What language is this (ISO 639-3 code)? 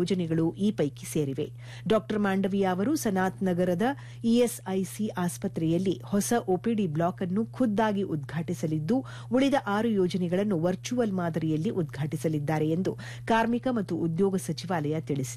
kan